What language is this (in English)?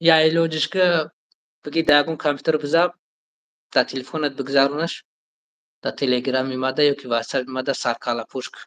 Tajik